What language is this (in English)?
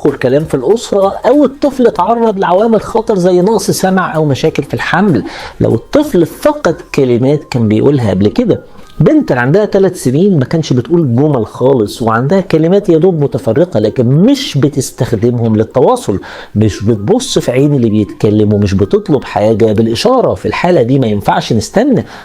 Egyptian Arabic